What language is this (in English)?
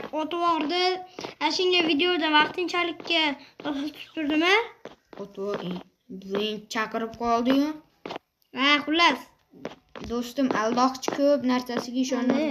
Uzbek